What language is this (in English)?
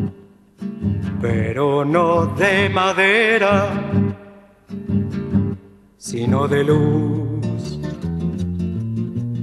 Spanish